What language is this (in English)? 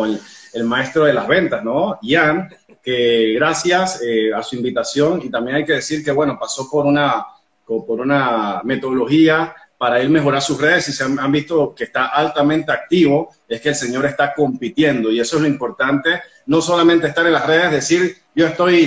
Spanish